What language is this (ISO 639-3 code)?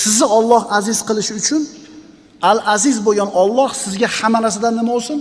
uzb